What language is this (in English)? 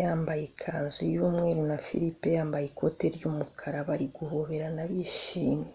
Kinyarwanda